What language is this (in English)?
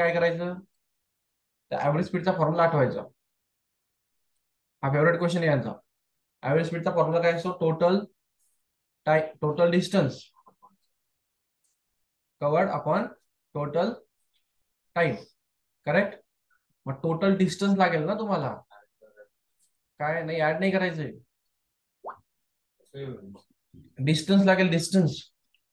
Marathi